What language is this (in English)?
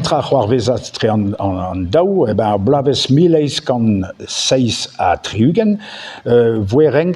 Breton